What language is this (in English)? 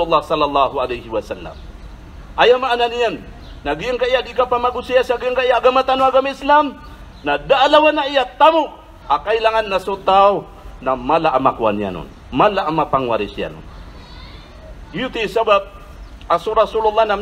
Maranao